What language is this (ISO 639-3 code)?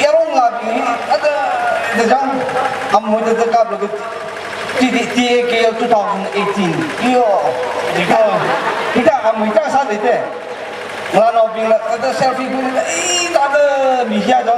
nmf